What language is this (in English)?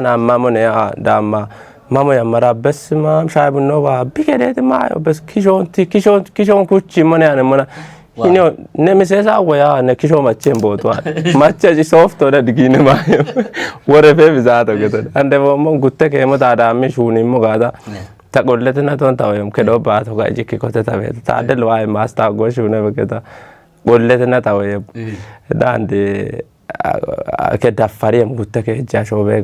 Kafa